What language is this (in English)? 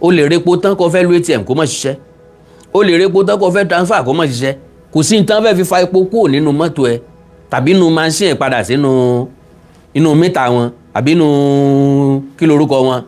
Yoruba